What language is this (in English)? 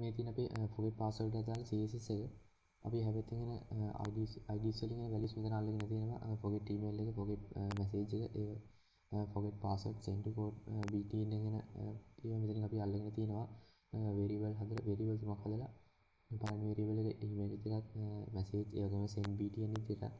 Sinhala